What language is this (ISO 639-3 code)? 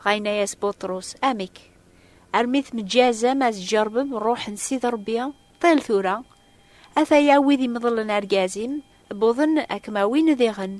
kab